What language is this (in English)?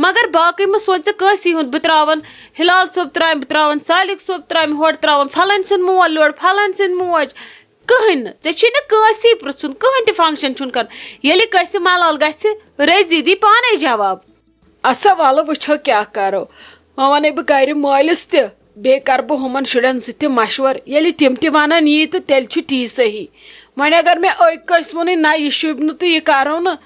Kashmiri